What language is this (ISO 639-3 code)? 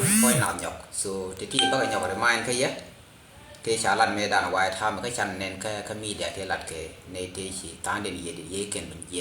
nus